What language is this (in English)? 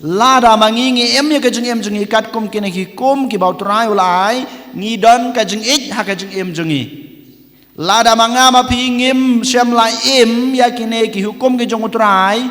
Khasi